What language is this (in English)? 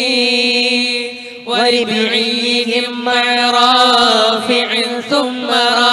Malayalam